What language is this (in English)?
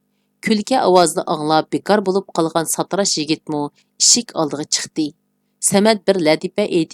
Uyghur